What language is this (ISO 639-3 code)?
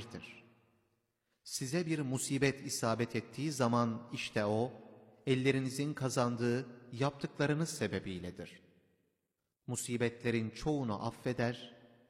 tur